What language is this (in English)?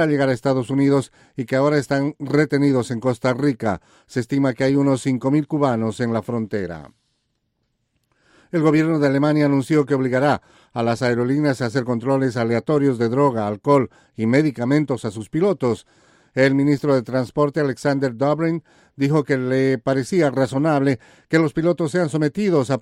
Spanish